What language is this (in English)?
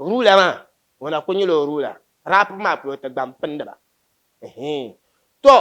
Dagbani